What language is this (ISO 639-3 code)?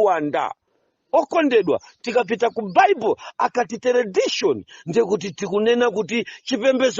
nya